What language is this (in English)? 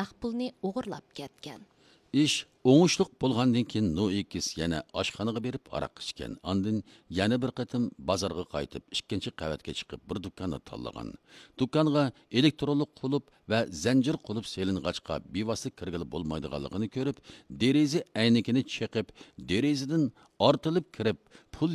Uyghur